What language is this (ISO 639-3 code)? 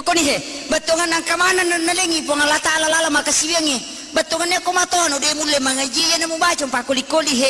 bug